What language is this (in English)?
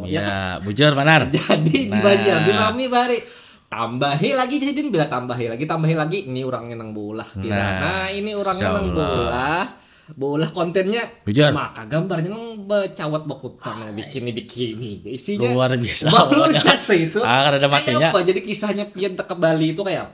Banjar